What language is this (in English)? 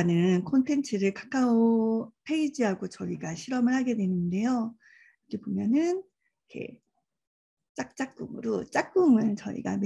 Korean